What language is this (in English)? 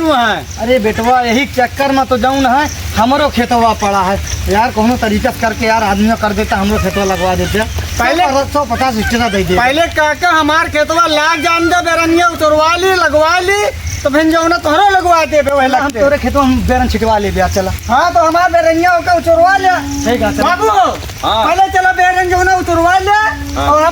Awadhi